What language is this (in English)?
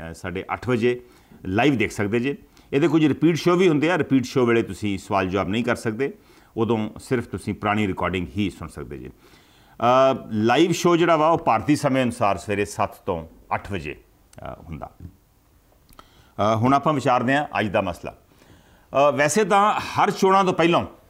Punjabi